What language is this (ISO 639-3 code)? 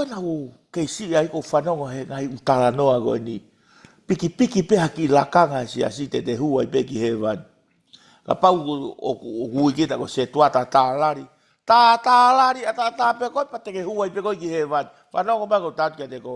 ton